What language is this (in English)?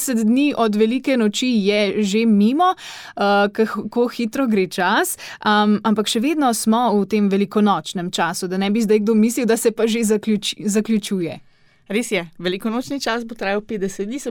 Slovenian